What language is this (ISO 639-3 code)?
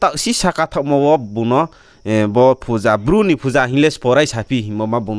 ria